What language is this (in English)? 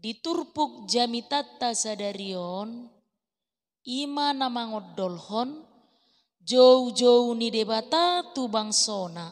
Batak Toba